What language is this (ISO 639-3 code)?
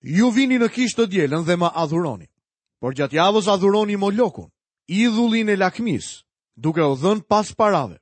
sqi